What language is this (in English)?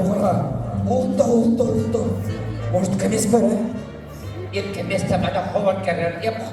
Chuvash